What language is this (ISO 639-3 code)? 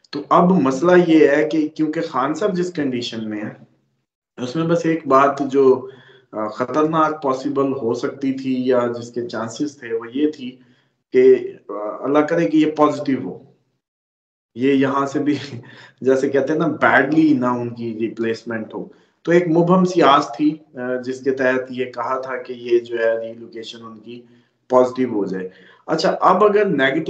urd